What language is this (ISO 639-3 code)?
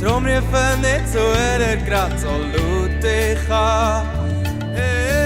gsw